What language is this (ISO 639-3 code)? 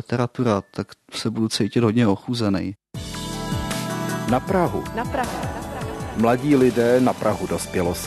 ces